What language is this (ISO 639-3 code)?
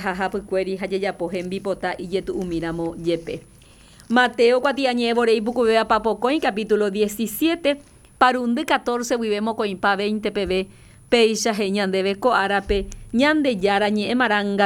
grn